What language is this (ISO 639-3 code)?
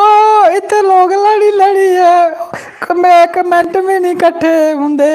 doi